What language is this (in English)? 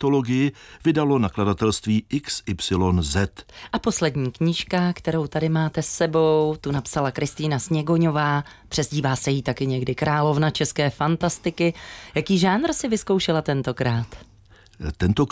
Czech